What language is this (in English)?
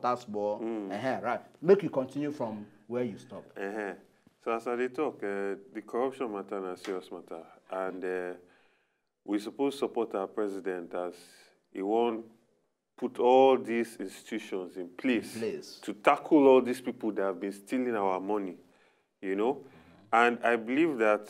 Nigerian Pidgin